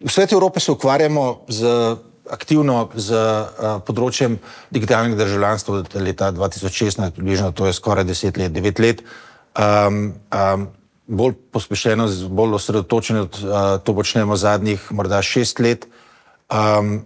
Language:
Slovenian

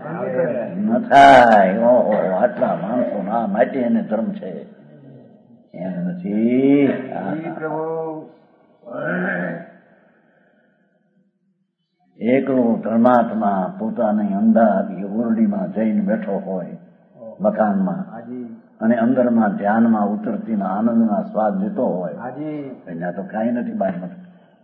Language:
Gujarati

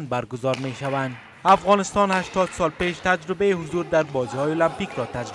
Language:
Persian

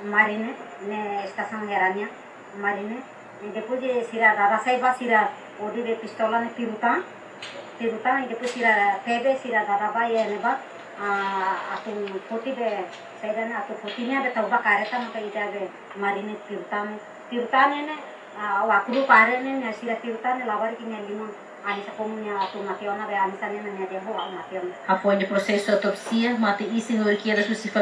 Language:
Tetum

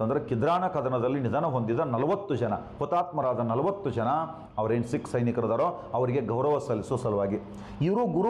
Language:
Kannada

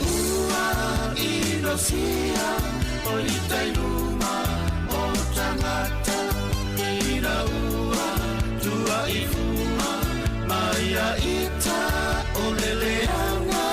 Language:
Samoan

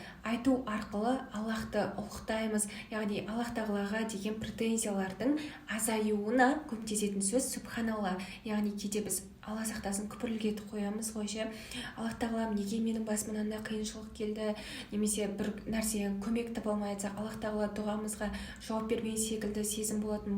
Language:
Kazakh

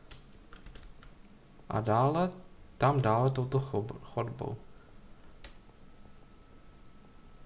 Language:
Czech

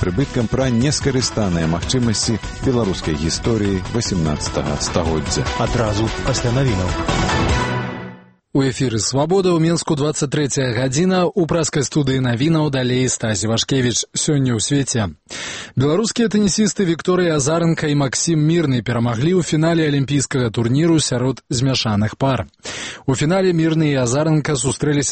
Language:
Belarusian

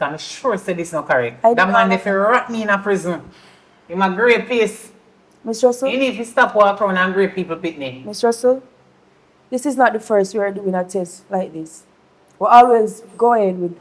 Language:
Jamaican Creole English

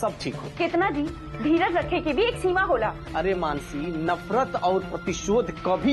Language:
Bhojpuri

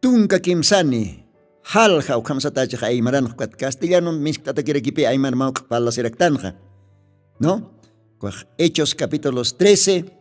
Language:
Aymara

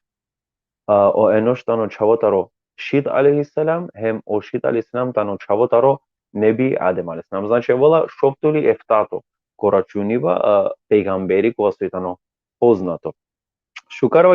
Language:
Balkan Romani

